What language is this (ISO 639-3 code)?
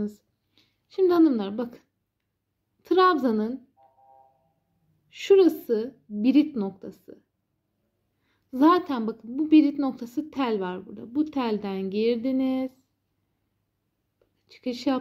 tur